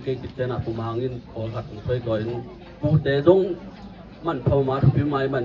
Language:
Tedim Chin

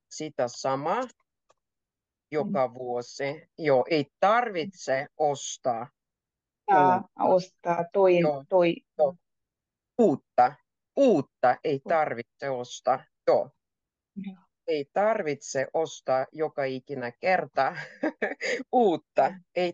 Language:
Finnish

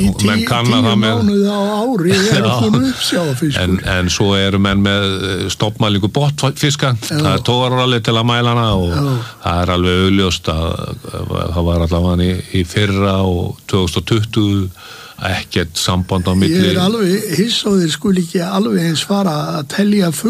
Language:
Icelandic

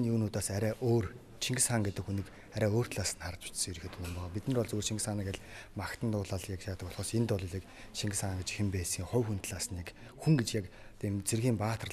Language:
Mongolian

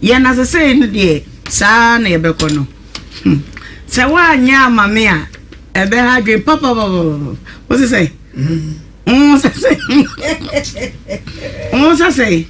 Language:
Akan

